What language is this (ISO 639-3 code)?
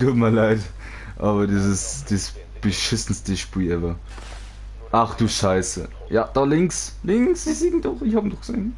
bar